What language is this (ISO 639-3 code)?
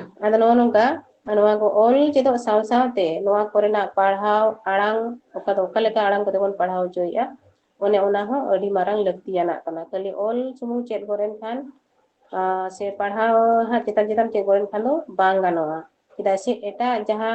sat